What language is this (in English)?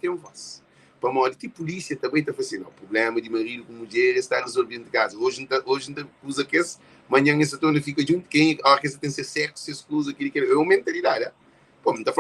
Kabuverdianu